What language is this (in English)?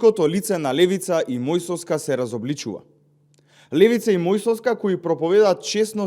Macedonian